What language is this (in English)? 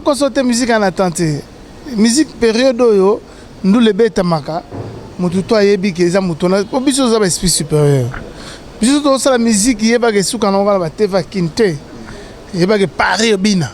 Lingala